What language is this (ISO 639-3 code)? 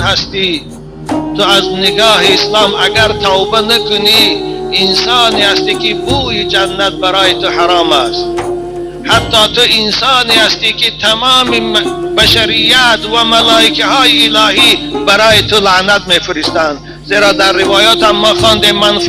tgk